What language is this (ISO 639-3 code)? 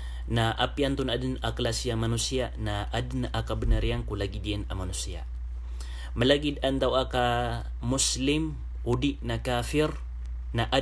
mrw